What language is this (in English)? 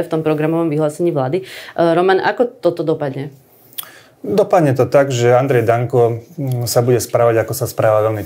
Slovak